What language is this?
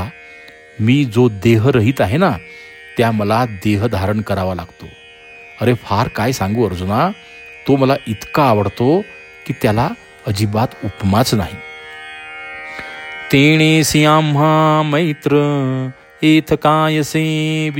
Marathi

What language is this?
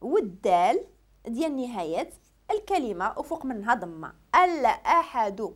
Moroccan Arabic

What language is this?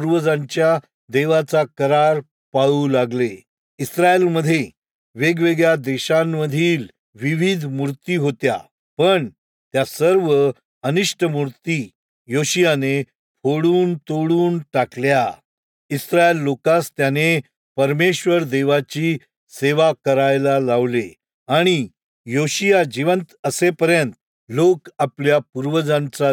Marathi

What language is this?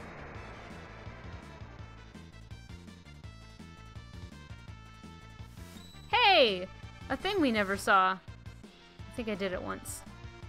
English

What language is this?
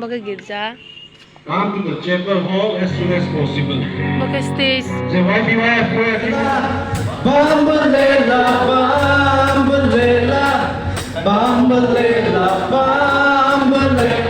Riang (India)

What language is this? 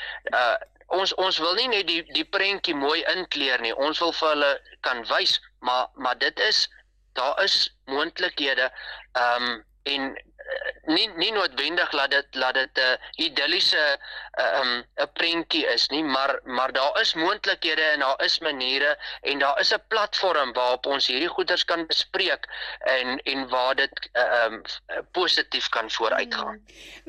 Afrikaans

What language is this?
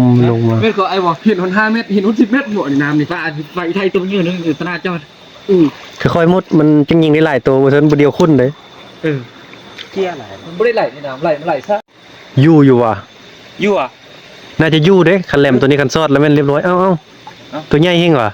Northeastern Thai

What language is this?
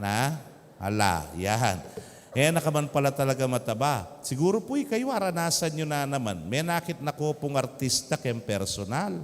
Pampanga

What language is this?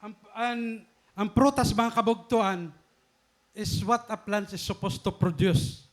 Waray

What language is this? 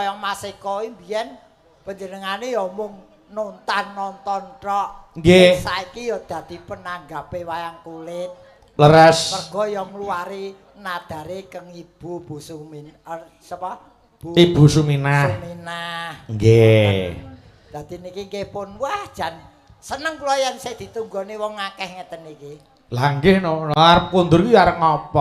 Javanese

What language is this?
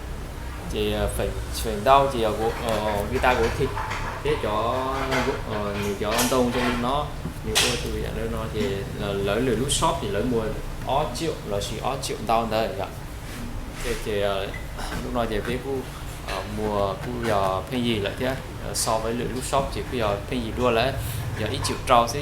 Hmong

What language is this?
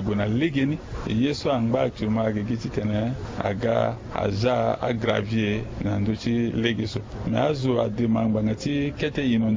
Sango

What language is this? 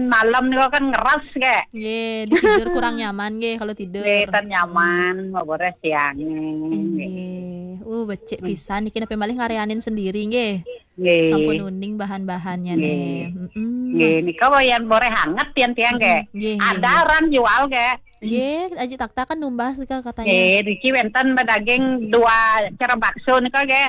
Balinese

